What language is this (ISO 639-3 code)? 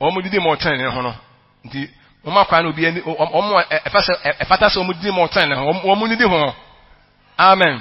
aka